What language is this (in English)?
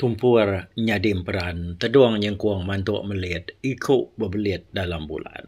Iban